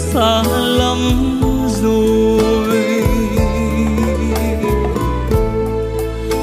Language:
Vietnamese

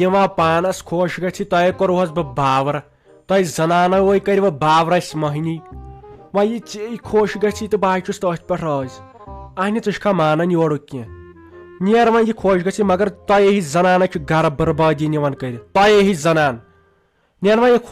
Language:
Kashmiri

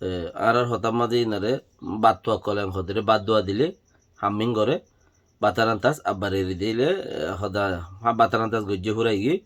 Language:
Rohingya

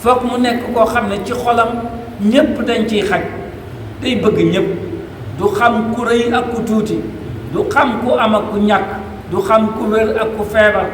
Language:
Wolof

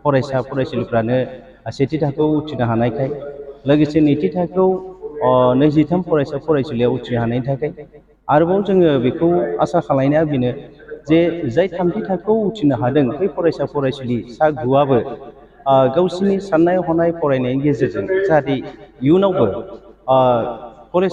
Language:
Bodo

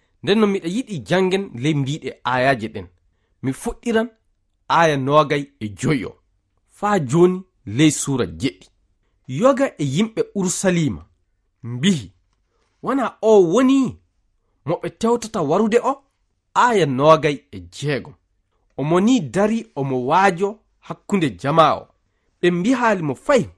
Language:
Fula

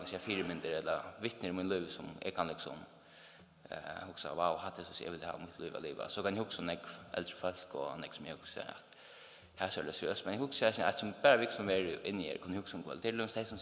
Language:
Faroese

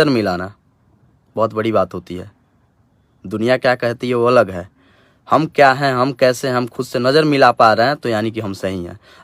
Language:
Bhojpuri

